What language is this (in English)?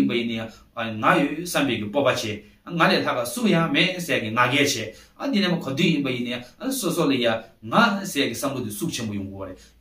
Tibetan